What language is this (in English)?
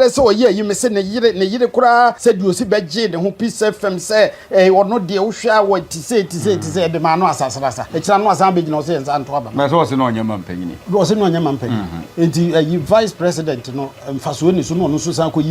Akan